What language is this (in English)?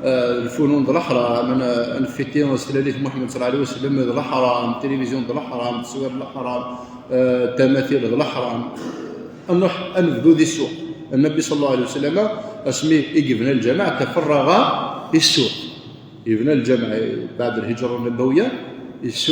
Kabyle